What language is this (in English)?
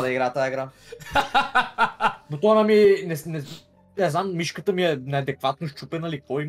Bulgarian